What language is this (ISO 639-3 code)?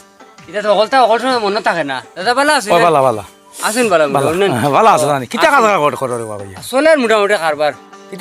syl